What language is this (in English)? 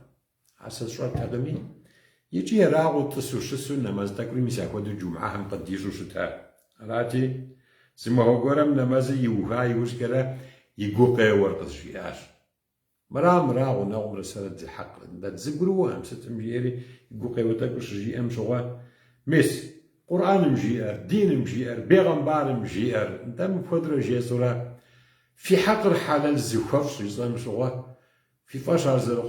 Kabardian